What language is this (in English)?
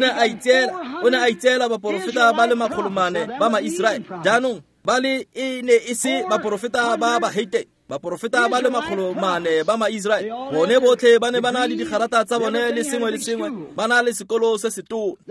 Tswana